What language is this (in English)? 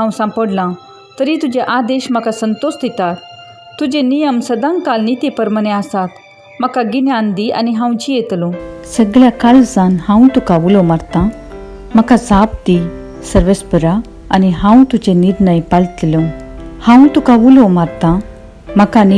Konkani